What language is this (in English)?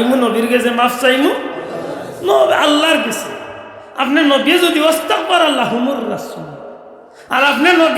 Sylheti